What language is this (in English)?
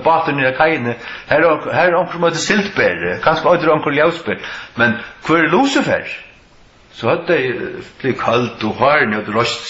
Faroese